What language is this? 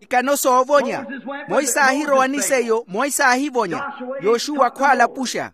Makhuwa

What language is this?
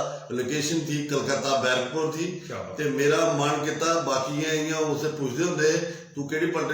Dogri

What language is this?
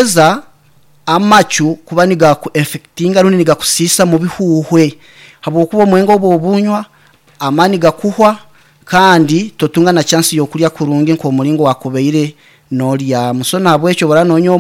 Nyankole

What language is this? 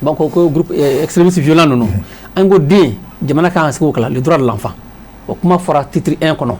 Bambara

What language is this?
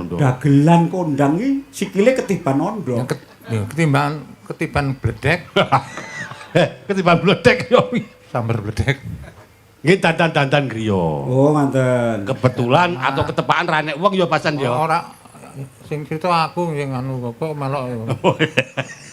Javanese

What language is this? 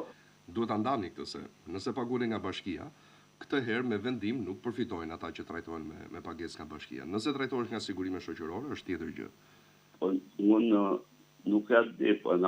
Albanian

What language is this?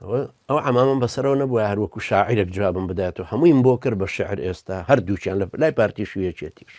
Central Kurdish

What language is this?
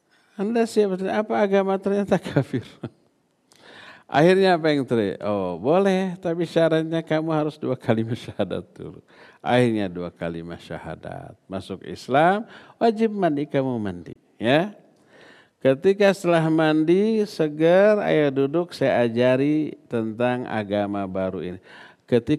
Indonesian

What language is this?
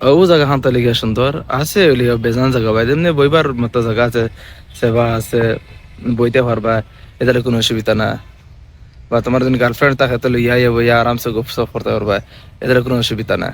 Sylheti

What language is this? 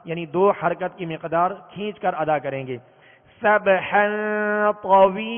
Urdu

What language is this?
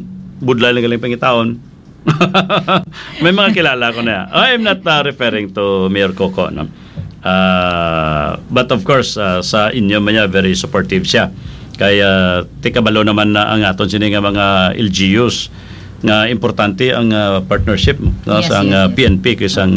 Hiligaynon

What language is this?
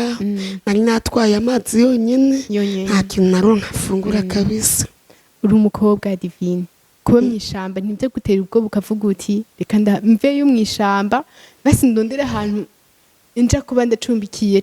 Rundi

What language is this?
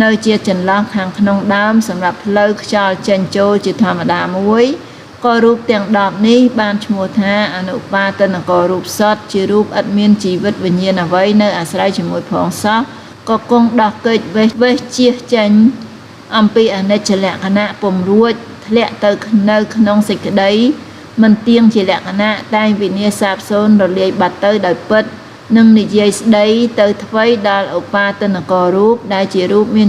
Khmer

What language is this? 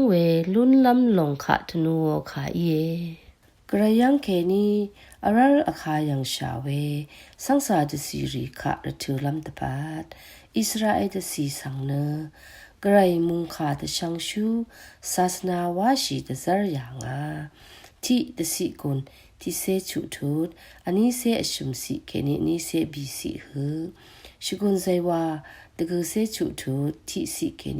Rawang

